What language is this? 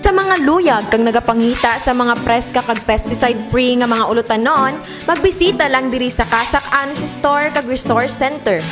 Hiligaynon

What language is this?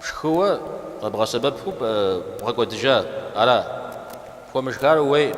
Kabardian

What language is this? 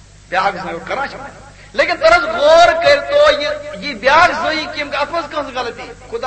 Kashmiri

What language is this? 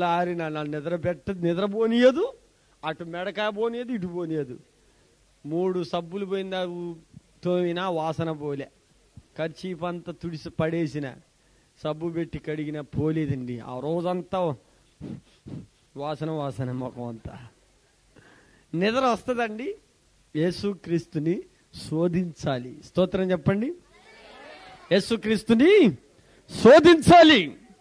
Telugu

